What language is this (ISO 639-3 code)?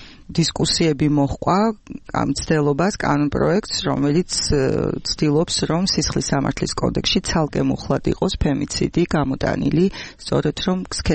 kat